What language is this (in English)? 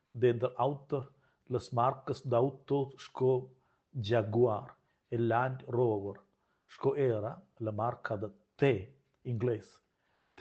Romansh